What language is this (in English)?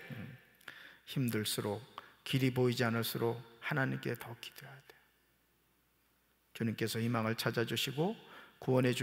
Korean